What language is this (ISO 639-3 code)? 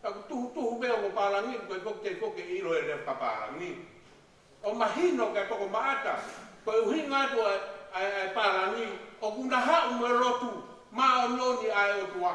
ton